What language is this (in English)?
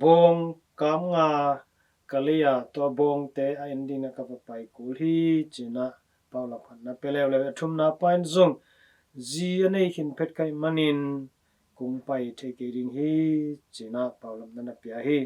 Tedim Chin